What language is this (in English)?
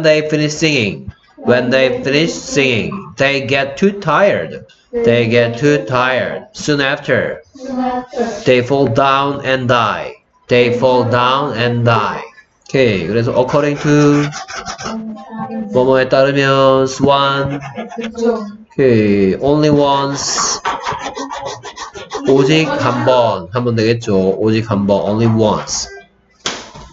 Korean